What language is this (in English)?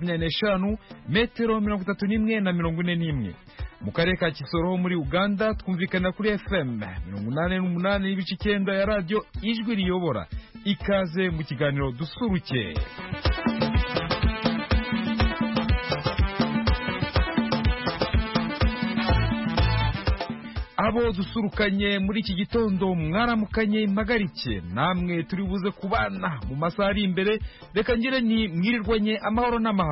Kinyarwanda